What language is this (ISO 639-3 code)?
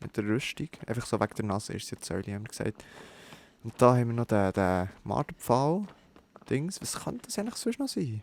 gsw